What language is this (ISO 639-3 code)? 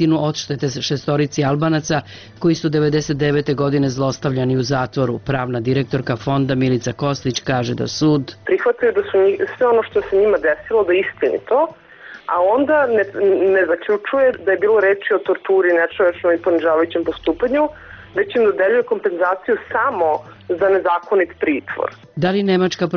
srp